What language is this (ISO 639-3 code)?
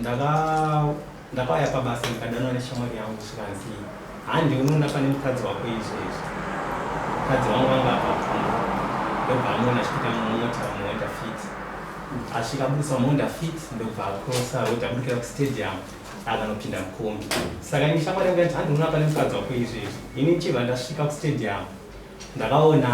sna